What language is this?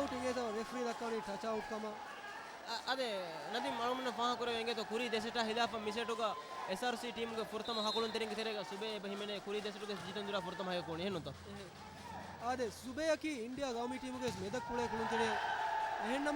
Divehi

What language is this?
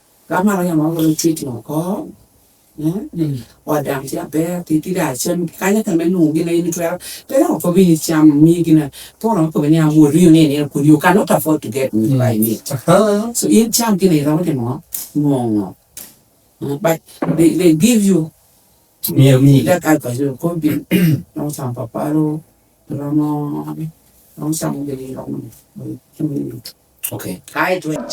Lango (Uganda)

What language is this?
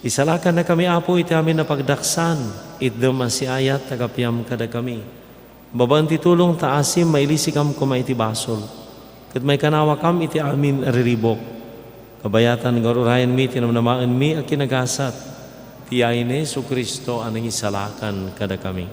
Iloko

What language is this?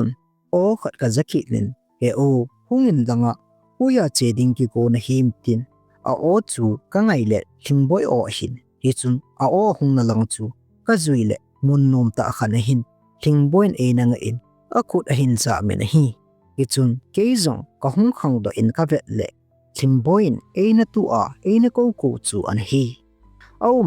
Thado Chin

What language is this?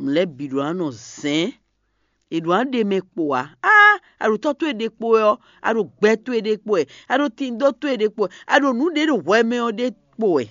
Fon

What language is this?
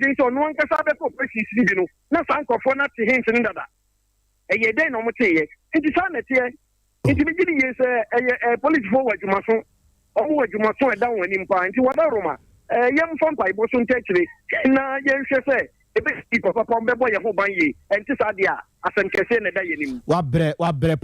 Akan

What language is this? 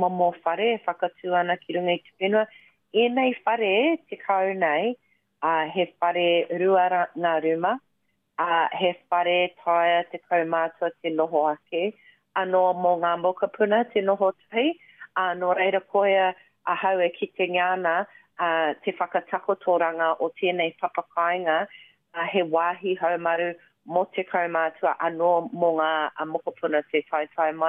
Māori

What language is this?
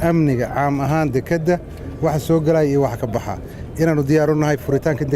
Somali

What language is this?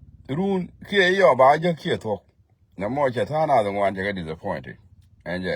Nuer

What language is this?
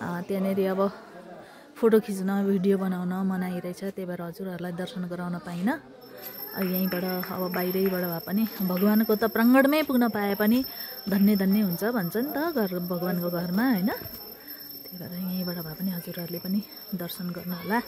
Nepali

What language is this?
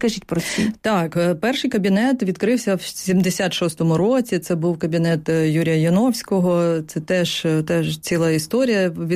Ukrainian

